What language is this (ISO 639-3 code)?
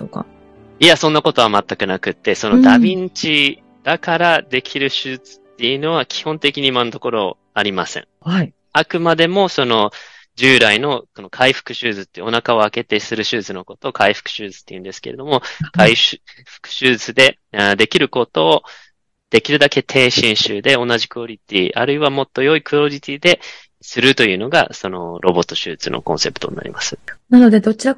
jpn